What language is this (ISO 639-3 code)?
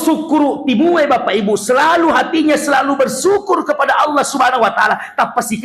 bug